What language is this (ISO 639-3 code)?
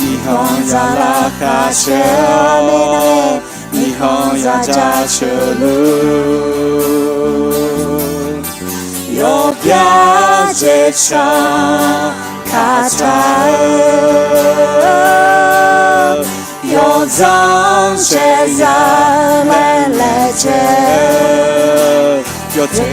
ahk